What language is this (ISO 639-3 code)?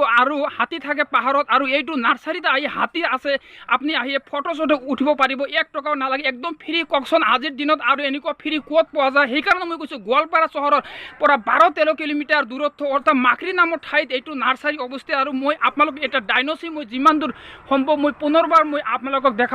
asm